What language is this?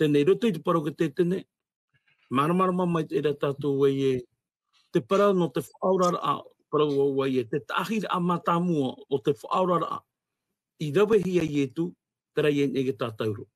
Tahitian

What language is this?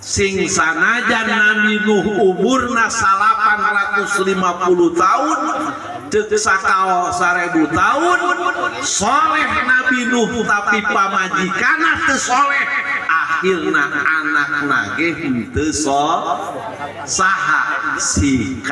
Sundanese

